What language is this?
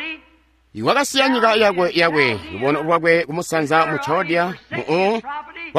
Tonga (Zambia)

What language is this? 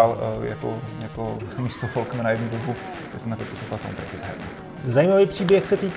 Czech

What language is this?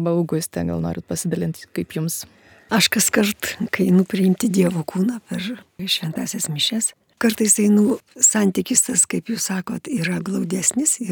Lithuanian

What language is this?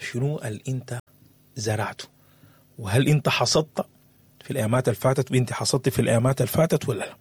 Sudanese Arabic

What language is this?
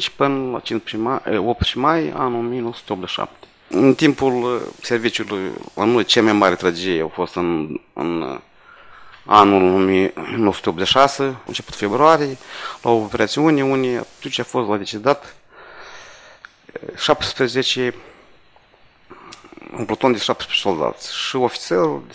Romanian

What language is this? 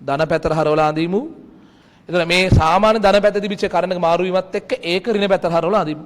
Sinhala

